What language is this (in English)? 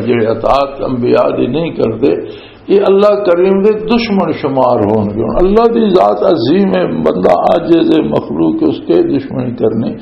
Western Panjabi